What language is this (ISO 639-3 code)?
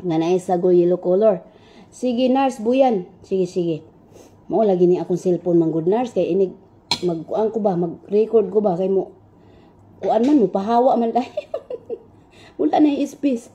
ceb